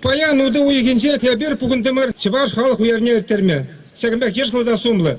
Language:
Chuvash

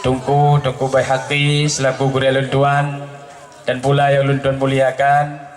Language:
Achinese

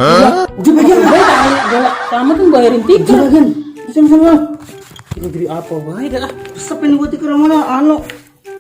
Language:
Betawi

